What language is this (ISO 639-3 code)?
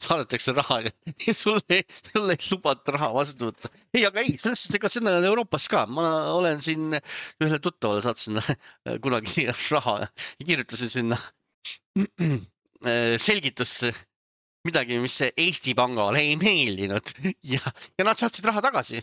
est